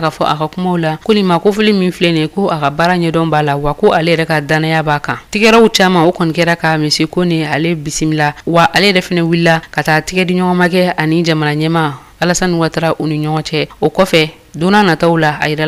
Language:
Bambara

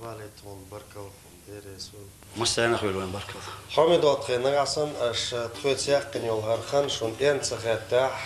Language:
Chechen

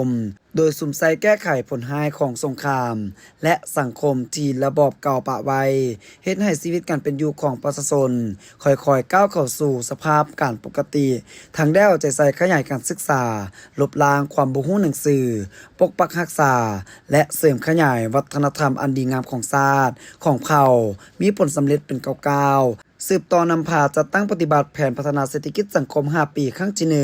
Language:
Lao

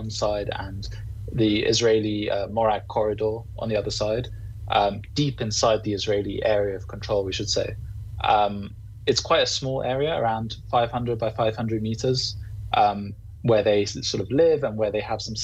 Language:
English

